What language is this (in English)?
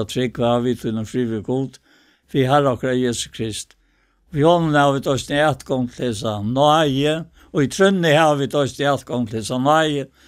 Faroese